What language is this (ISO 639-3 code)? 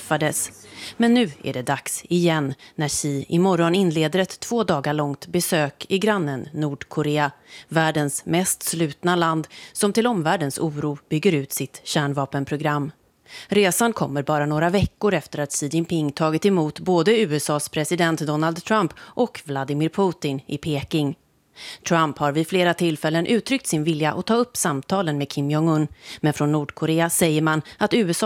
swe